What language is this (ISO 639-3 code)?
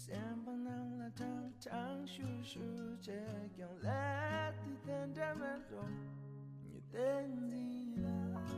bod